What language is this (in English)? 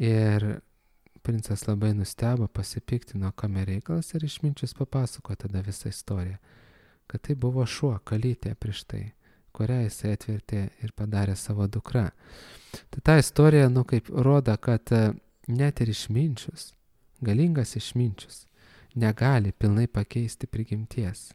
Lithuanian